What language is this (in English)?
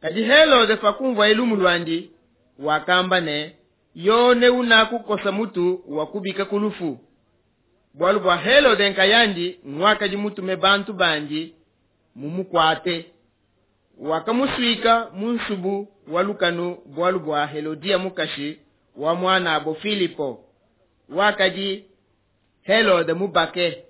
Luba-Lulua